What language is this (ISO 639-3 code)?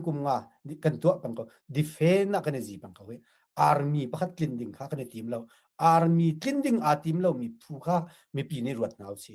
cnh